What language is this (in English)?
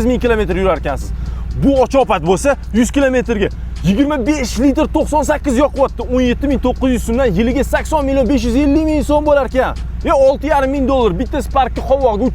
Uzbek